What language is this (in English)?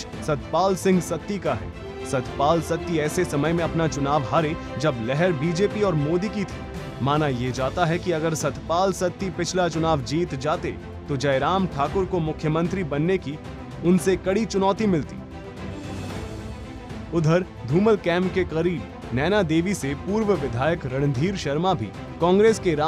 Hindi